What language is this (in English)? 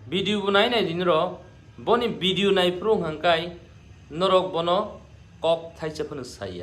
Kok Borok